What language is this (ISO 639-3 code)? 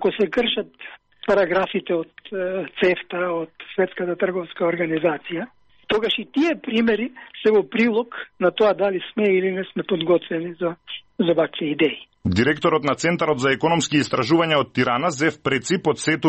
mkd